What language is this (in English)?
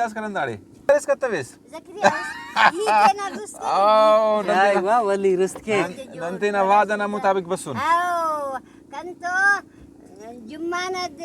Brahui